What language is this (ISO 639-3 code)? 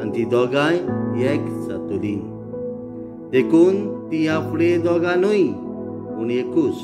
kok